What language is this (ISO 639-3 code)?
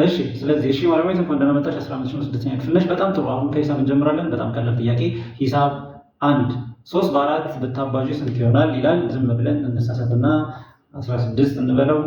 amh